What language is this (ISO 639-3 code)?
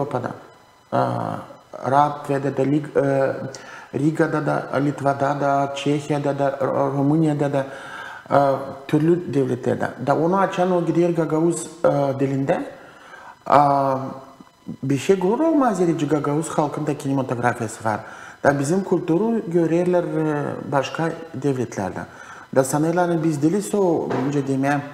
gag